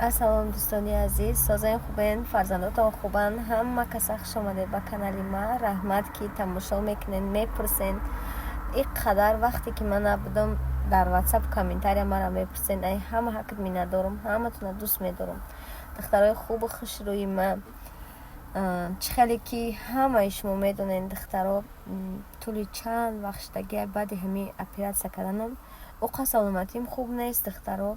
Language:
Tajik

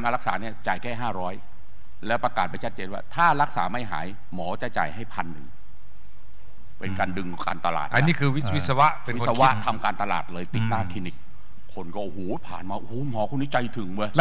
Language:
Thai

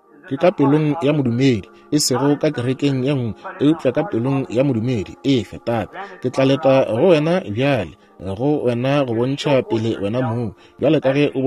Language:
Northern Sotho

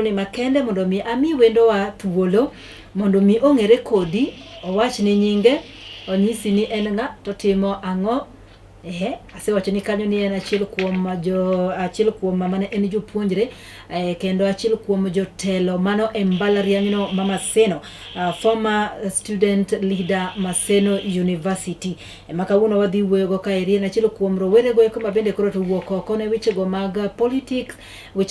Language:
Luo (Kenya and Tanzania)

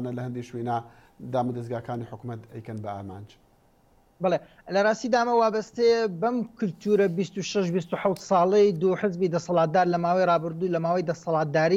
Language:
Central Kurdish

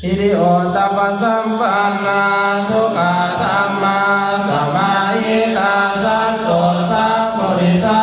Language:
Pali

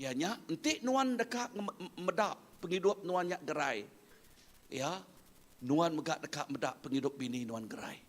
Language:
Iban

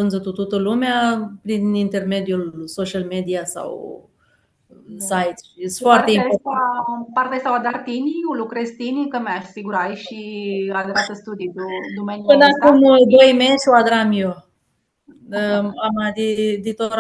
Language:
Aromanian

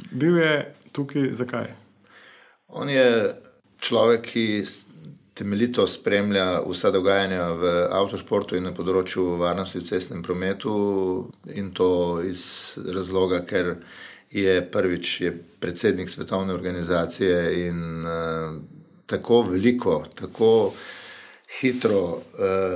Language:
Slovenian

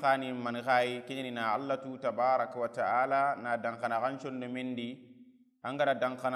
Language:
Soninke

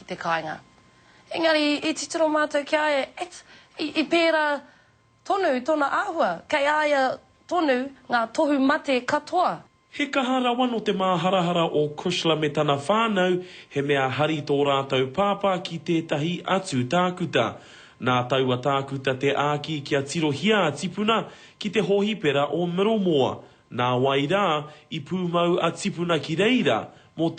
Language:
Māori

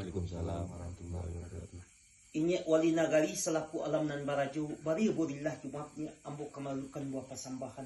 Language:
Minangkabau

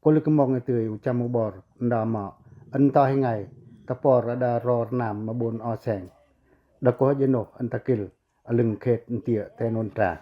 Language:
Pacoh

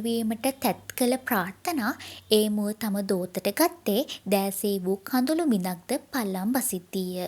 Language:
Sinhala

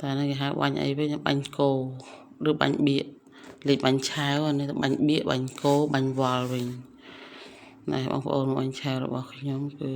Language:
Khmer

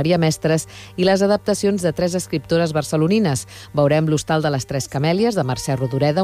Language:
Catalan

